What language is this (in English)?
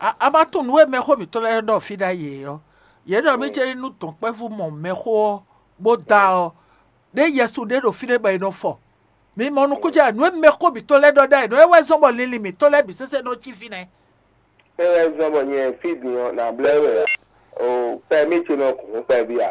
Fon